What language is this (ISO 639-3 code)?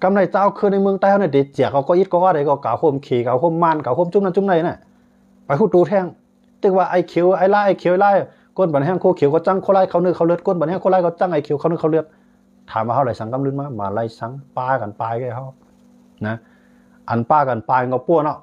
shn